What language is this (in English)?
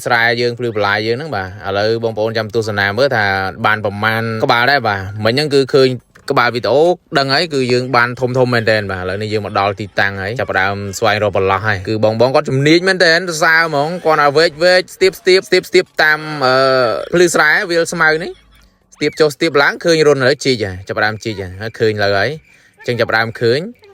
Khmer